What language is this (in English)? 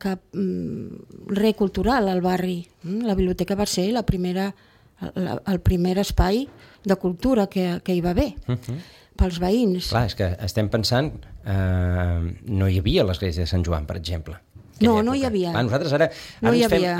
Catalan